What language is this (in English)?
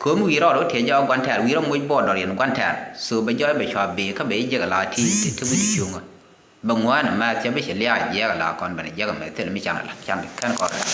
Nuer